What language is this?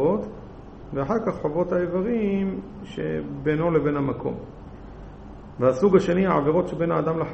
Hebrew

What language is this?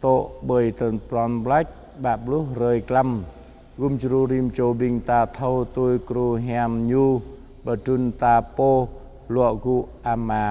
Jarai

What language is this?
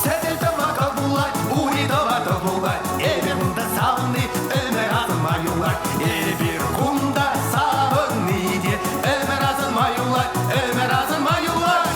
Chuvash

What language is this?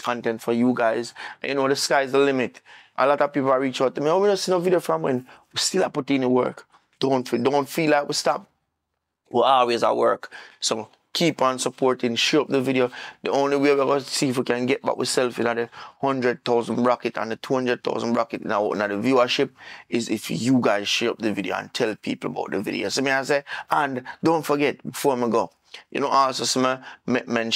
Jamaican Creole English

